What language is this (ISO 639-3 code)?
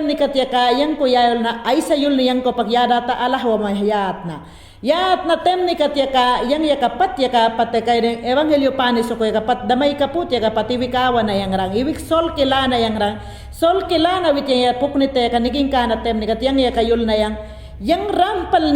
yan